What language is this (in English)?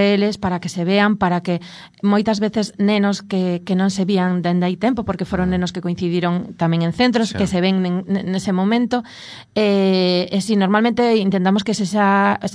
Galician